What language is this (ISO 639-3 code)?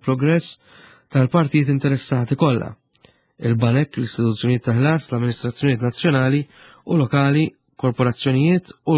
mlt